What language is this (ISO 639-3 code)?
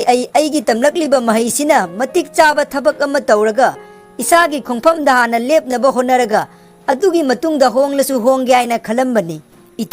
mni